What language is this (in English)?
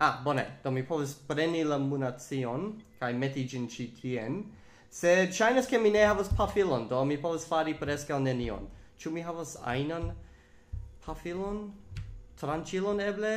Esperanto